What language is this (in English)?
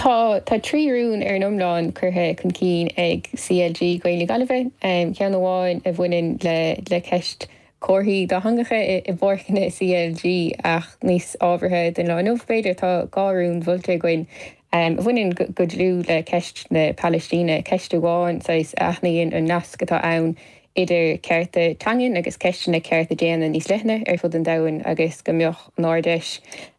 Irish